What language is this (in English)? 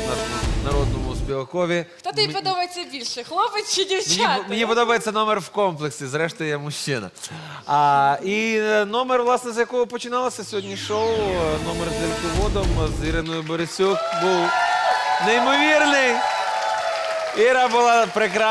Ukrainian